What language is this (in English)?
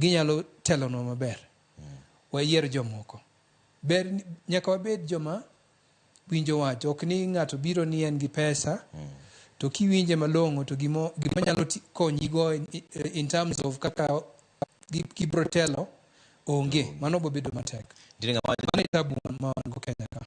Luo (Kenya and Tanzania)